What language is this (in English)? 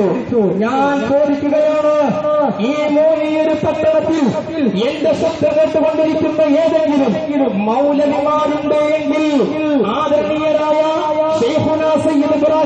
Malayalam